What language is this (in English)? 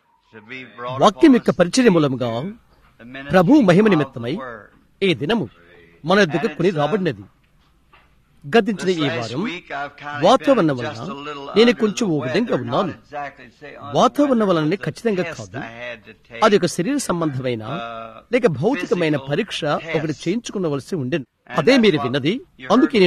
Telugu